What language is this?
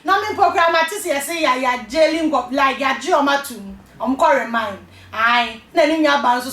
Akan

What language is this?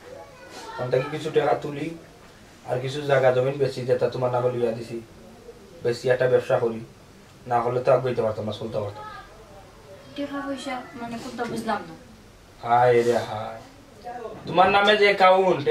Sylheti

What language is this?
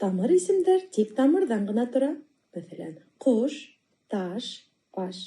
Bashkir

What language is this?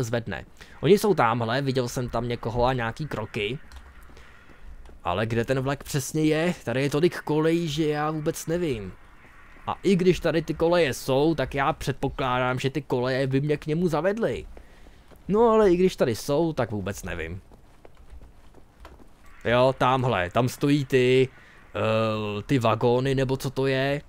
Czech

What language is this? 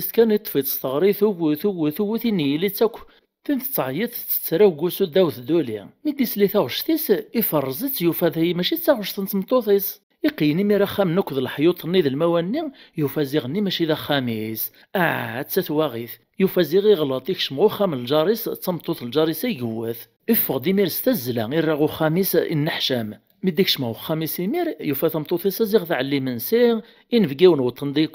Kabyle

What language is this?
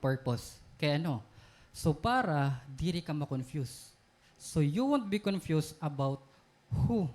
Waray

